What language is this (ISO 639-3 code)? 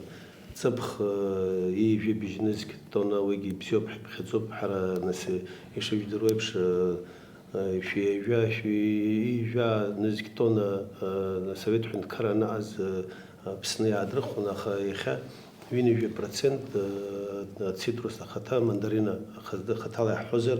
abk